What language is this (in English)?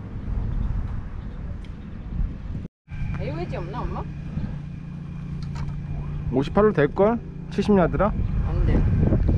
Korean